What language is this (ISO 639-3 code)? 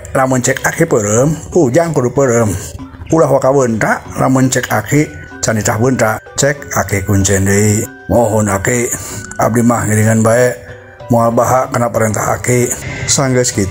sun